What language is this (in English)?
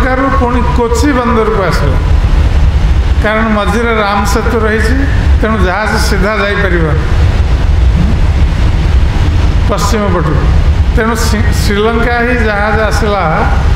Odia